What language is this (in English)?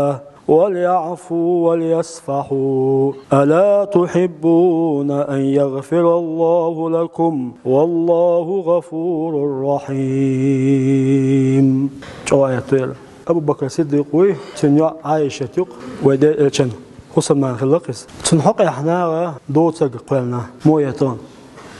Chechen